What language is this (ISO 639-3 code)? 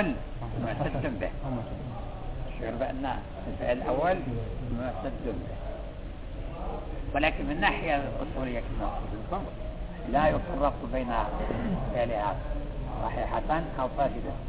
ara